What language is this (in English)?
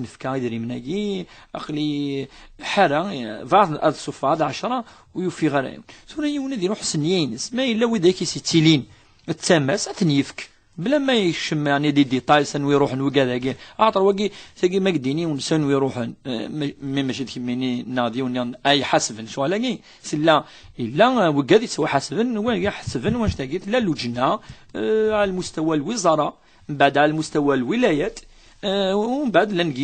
Kabyle